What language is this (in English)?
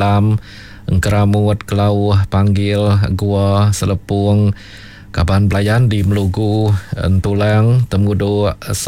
Iban